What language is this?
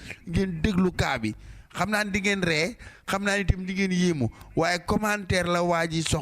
Wolof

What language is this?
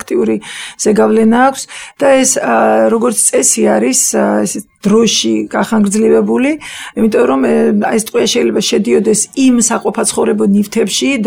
Georgian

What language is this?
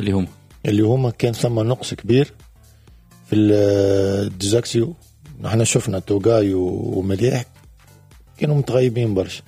Tunisian Arabic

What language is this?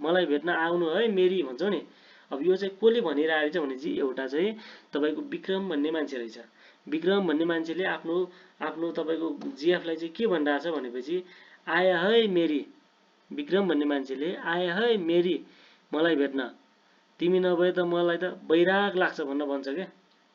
Nepali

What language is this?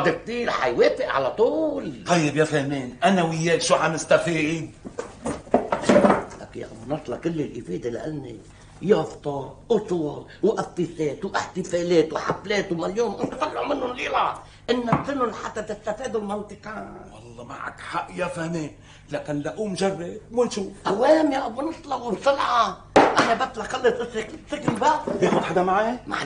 North Levantine Arabic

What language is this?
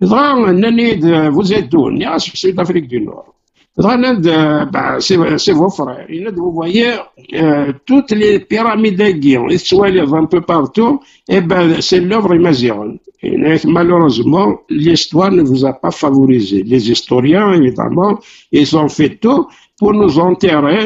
Kabyle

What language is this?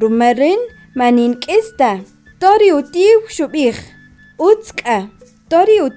Kaqchikel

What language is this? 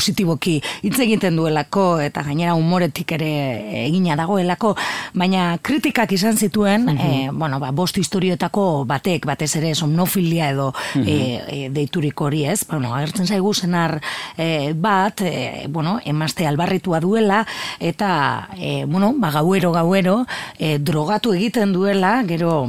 Basque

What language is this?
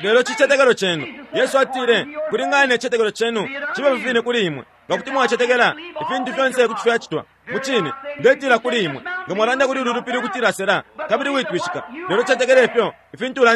Bemba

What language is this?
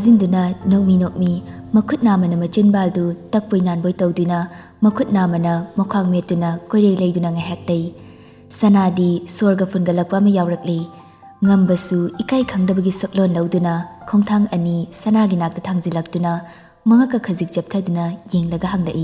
Manipuri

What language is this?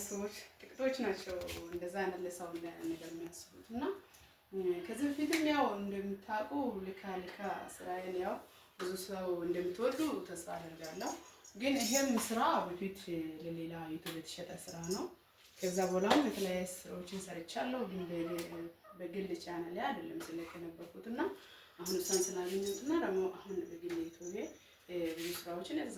Amharic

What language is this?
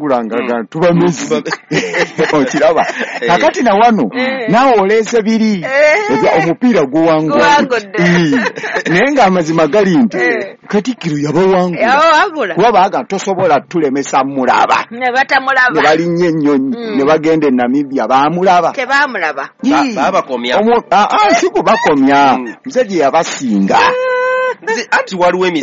Ganda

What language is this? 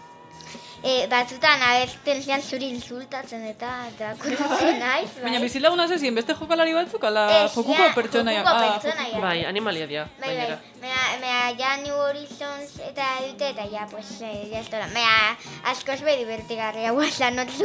Basque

